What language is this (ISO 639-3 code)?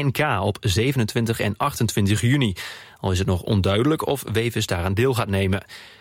nld